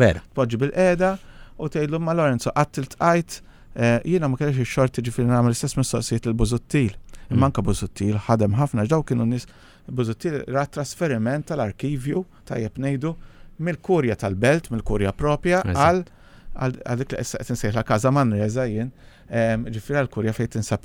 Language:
Maltese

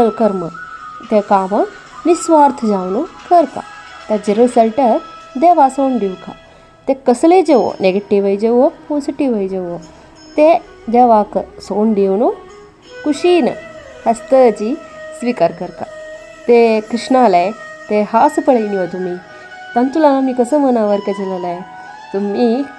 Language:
Konkani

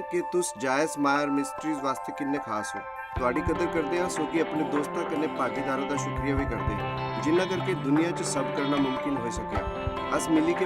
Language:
Dogri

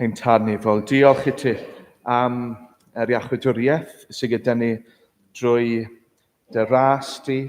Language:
Welsh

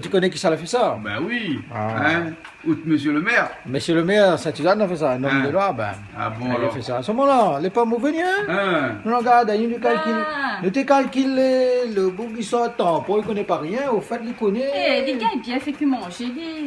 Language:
Réunion Creole French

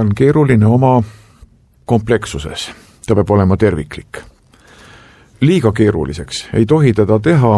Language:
Estonian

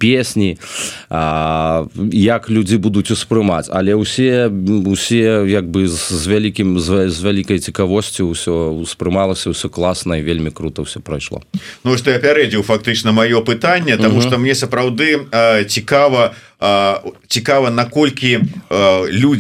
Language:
Belarusian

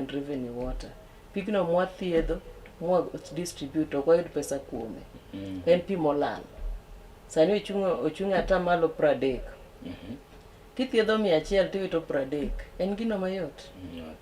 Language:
Luo (Kenya and Tanzania)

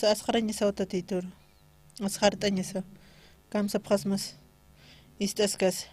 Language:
Aymara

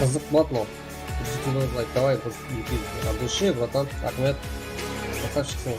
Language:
Kara-Kalpak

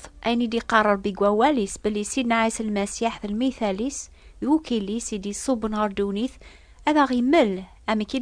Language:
Kabyle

